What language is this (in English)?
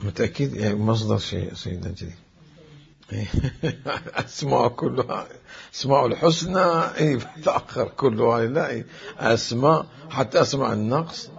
Mesopotamian Arabic